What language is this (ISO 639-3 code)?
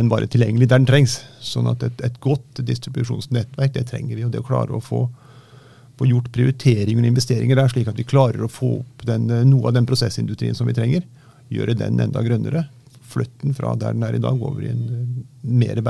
nor